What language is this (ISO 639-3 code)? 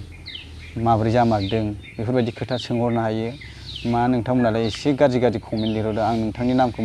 brx